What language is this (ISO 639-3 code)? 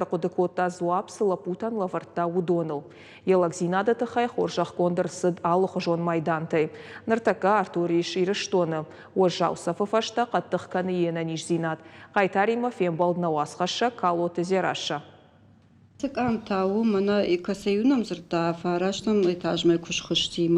oss